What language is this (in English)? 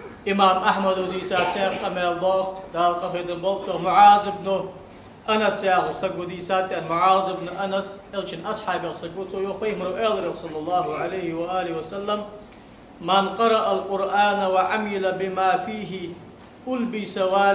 Ingush